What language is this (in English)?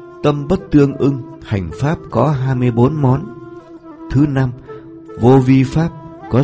Vietnamese